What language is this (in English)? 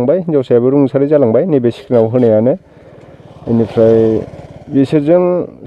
Bodo